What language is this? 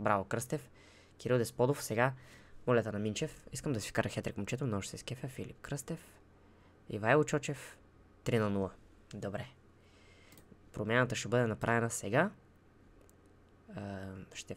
Bulgarian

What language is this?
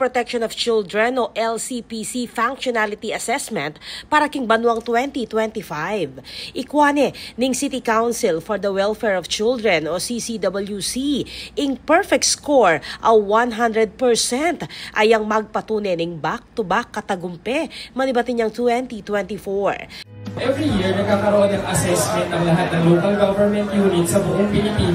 Pampanga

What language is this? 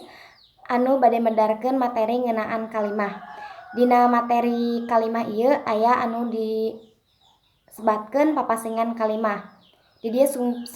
Sundanese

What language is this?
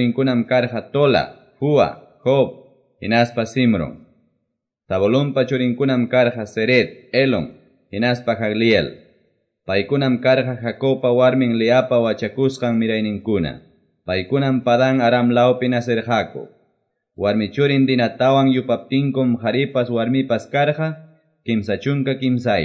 Quechua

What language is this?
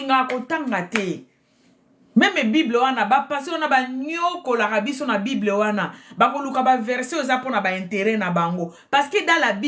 Lingala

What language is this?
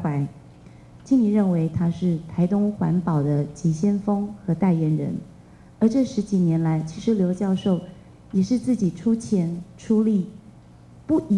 Chinese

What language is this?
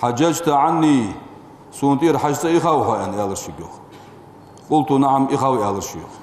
Ingush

